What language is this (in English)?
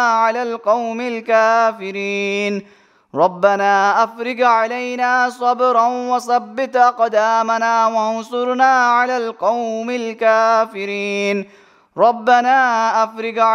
Arabic